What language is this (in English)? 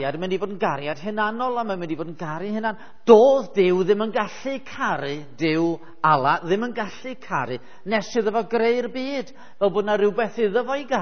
Welsh